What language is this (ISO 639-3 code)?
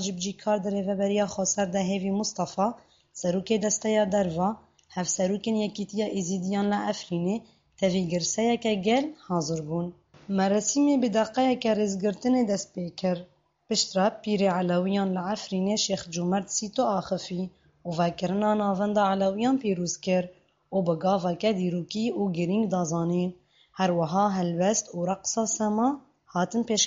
kur